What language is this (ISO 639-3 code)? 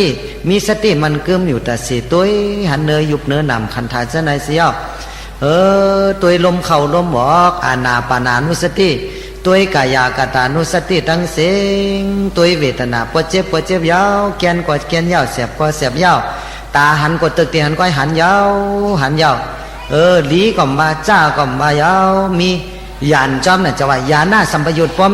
shn